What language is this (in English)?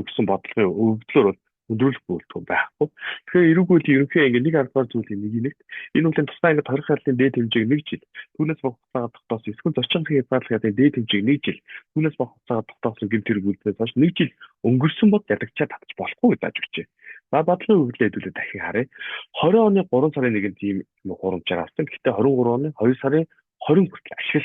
Mongolian